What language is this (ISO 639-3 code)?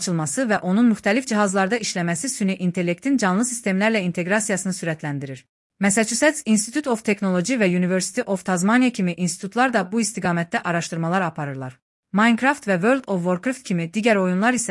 aze